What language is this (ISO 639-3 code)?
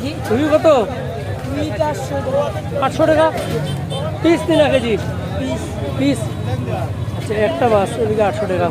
syl